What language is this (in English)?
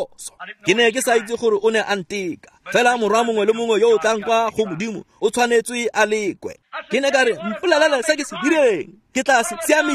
Tswana